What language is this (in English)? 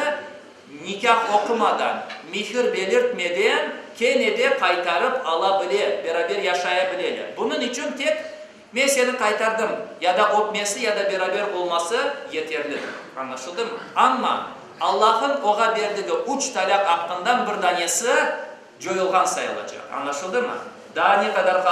Crimean Tatar